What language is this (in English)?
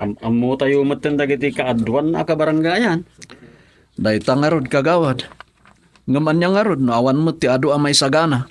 Iloko